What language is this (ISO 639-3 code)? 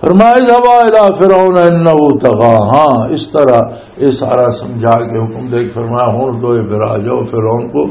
lah